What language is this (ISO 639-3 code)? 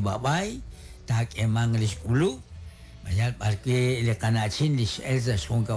kek